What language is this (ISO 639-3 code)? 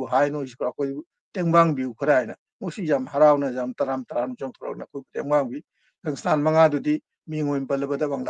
mni